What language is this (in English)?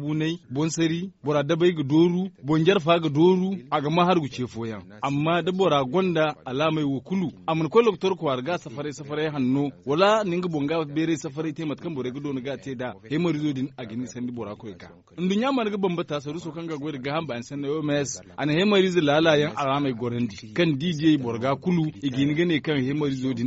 Zarma